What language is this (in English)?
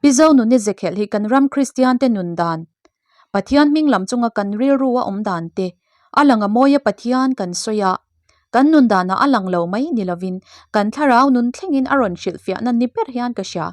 Mizo